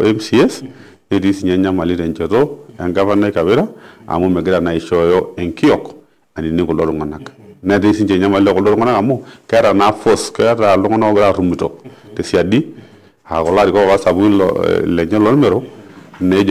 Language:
Masai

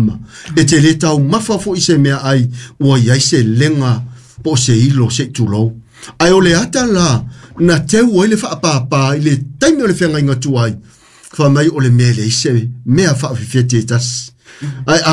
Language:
Samoan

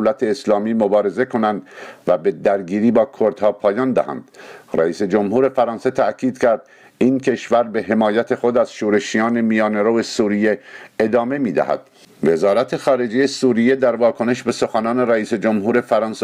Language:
Persian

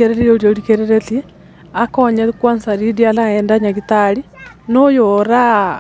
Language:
Gusii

